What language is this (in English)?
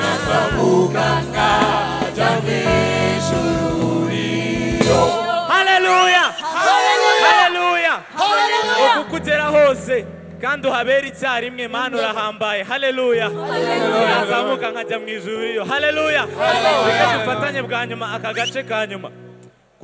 Kinyarwanda